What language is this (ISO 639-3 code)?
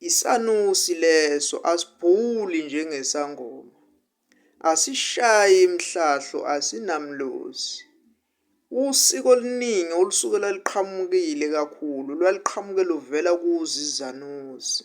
zul